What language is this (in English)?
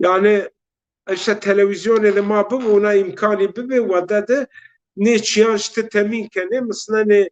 Zaza